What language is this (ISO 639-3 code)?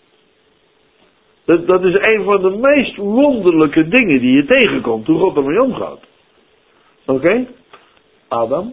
nld